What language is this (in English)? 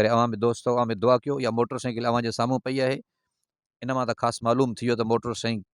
Sindhi